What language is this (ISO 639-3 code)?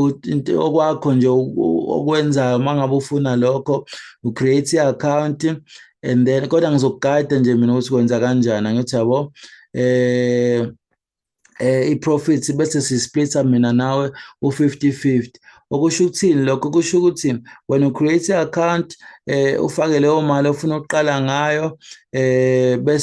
zul